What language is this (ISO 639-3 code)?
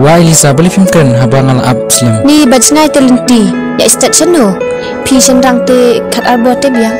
kha